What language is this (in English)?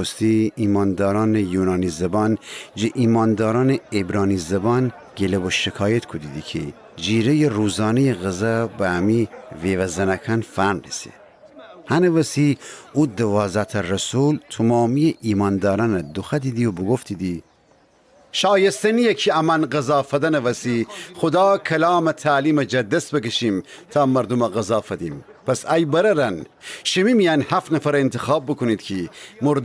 Gilaki